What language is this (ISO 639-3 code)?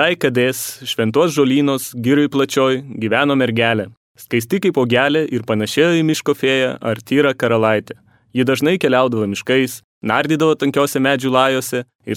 lit